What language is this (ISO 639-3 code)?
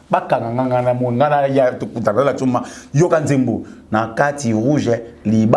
lin